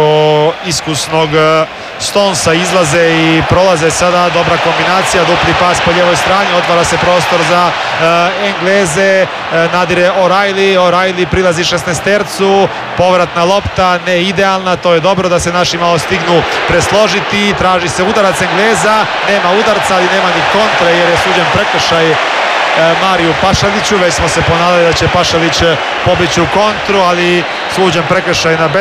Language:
Croatian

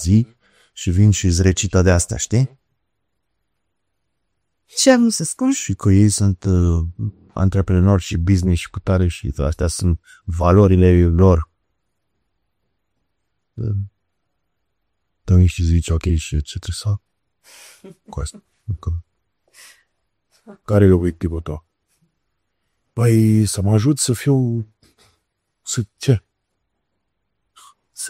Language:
Romanian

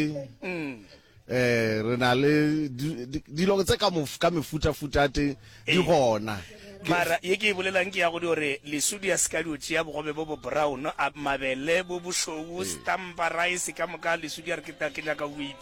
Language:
Northern Sotho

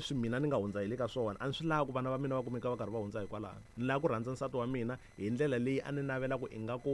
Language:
Tsonga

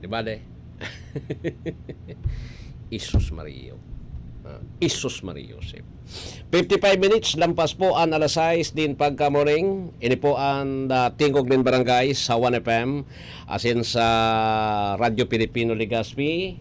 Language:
Bikol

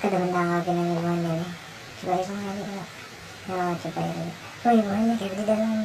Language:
Banjar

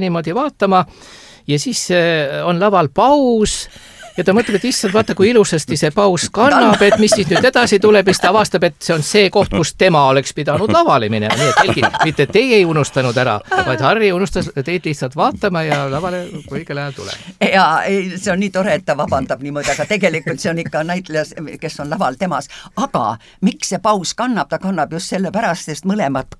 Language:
Estonian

